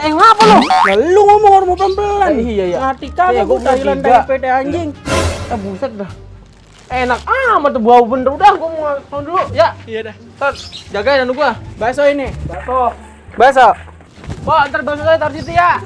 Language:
Betawi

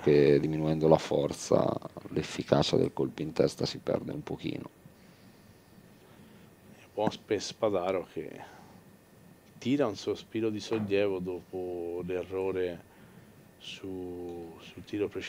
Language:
Italian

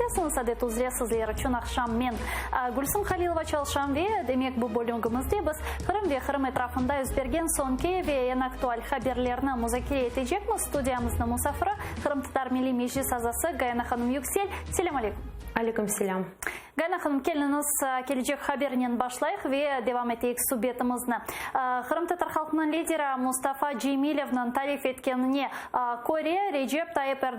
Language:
Crimean Tatar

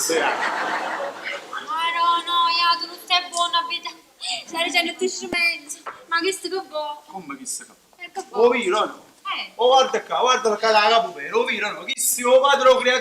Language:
Neapolitan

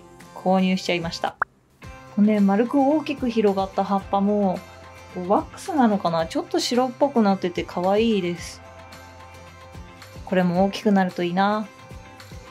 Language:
Japanese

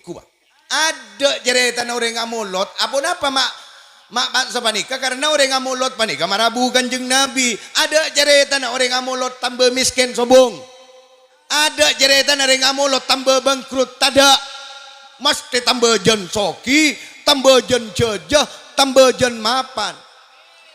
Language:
Madurese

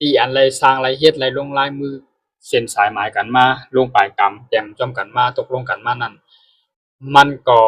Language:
Shan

